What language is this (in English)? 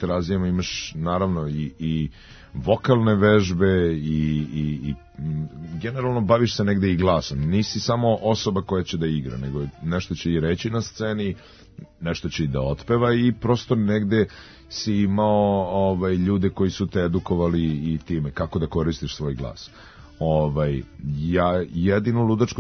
Serbian